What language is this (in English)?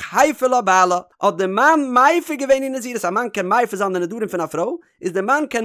Yiddish